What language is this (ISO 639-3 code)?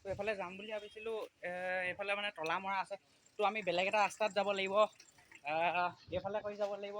asm